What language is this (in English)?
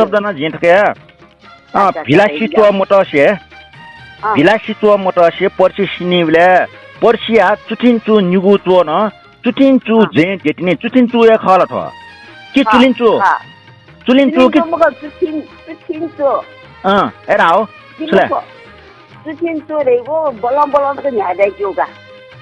Newari